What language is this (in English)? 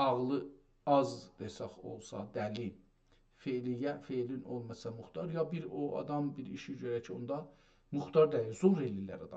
South Azerbaijani